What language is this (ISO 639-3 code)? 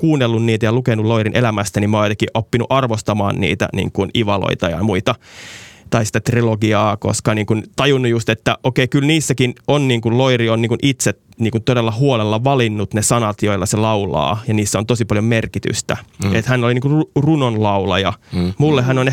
fin